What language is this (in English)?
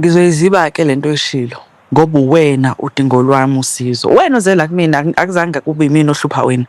Zulu